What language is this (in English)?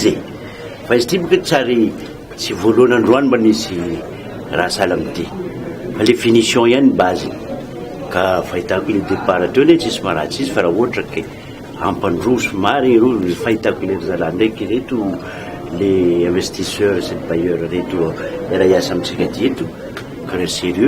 Malagasy